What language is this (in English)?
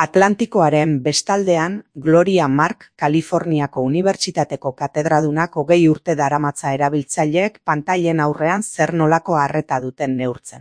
Basque